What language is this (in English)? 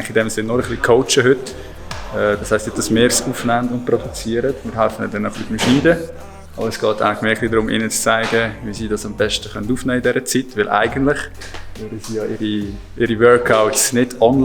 Swiss German